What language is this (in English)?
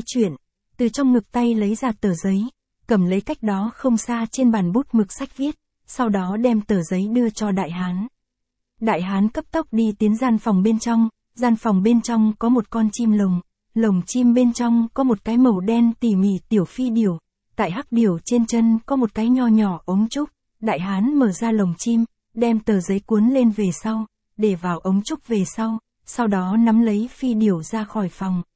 Vietnamese